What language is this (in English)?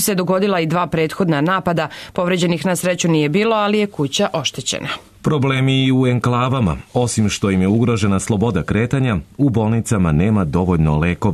Serbian